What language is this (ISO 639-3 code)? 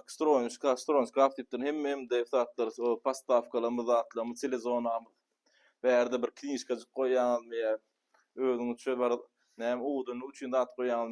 tuk